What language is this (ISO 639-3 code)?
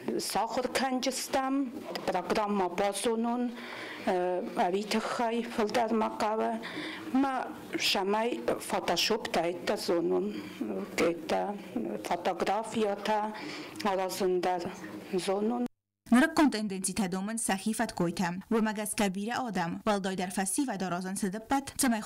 oss